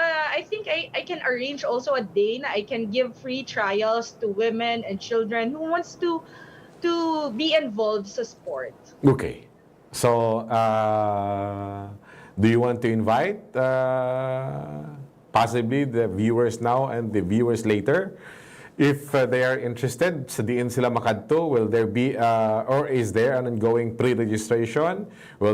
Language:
Hiligaynon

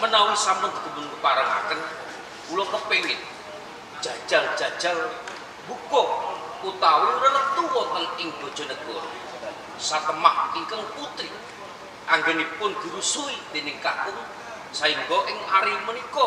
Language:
Javanese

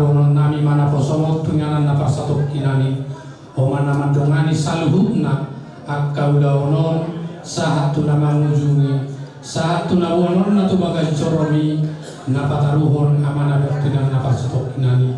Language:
Batak Toba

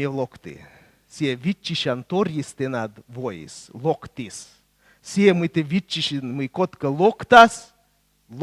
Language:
Komi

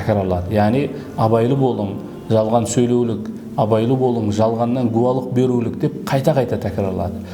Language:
Kara-Kalpak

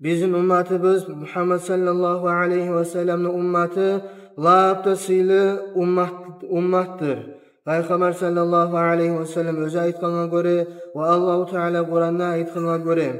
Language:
Kumyk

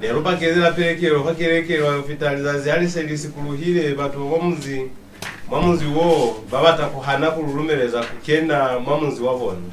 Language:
Lozi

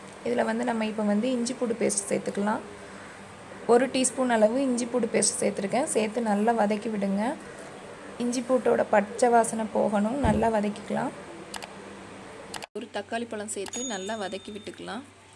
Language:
Tamil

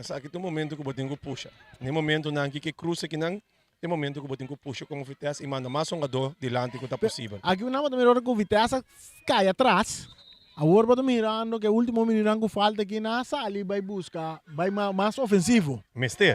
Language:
Papiamento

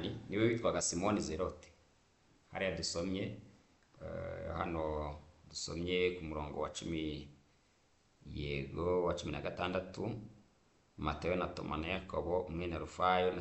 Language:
Kinyarwanda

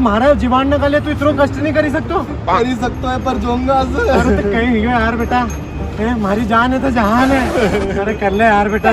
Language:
Rajasthani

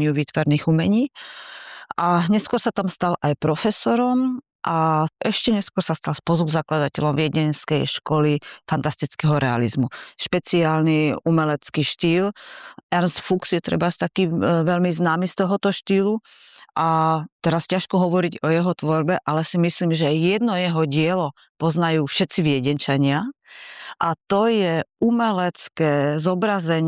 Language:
Slovak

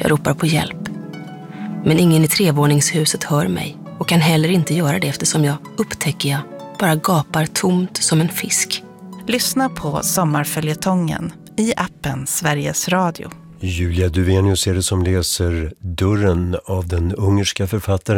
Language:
Swedish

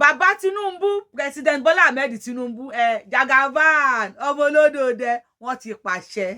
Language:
Yoruba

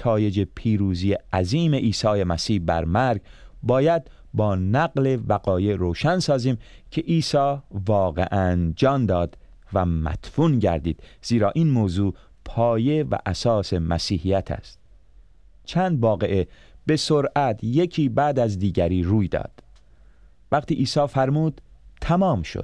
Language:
Persian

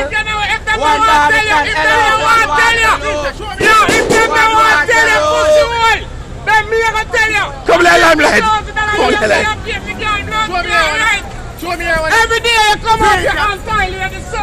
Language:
Jamaican Creole English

